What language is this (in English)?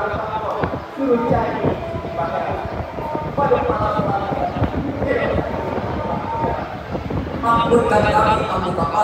Minangkabau